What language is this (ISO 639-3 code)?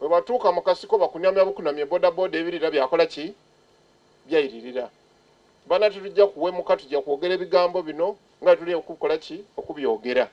xog